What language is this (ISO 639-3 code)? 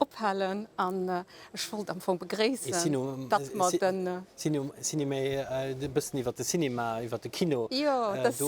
ltz